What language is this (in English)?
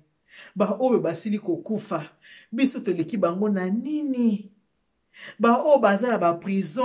Lingala